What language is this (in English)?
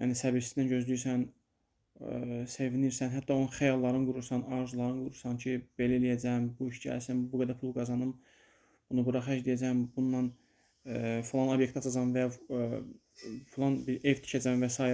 Azerbaijani